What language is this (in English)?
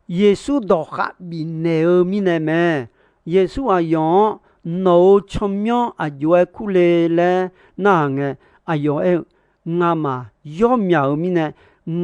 Akha